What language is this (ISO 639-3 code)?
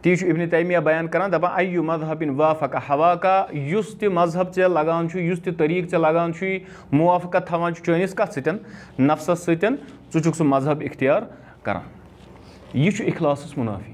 kas